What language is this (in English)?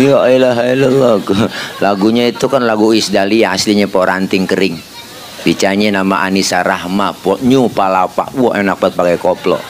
Betawi